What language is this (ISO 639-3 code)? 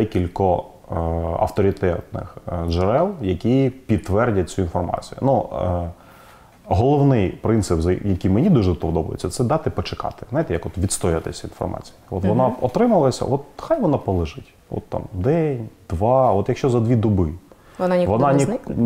ukr